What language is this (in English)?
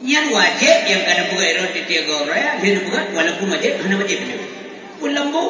Achinese